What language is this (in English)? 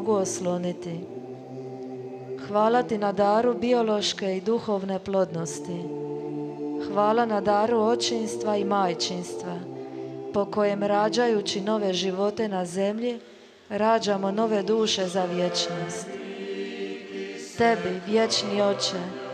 Croatian